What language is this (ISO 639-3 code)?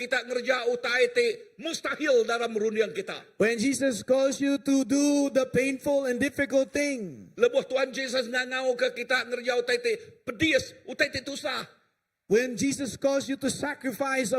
iba